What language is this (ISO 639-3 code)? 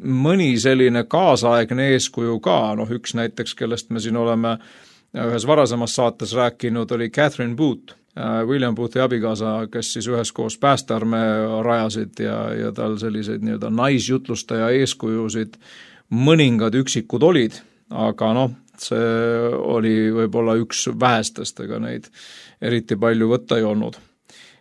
est